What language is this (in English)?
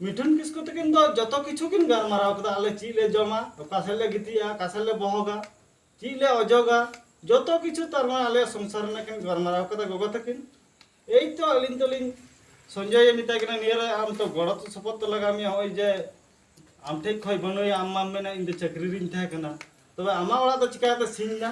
Santali